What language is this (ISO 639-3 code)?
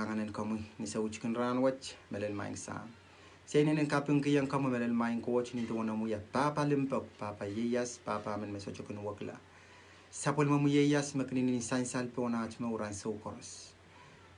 pon